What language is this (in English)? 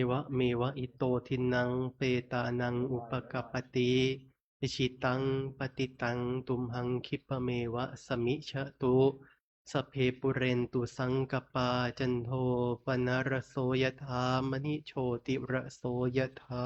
Pali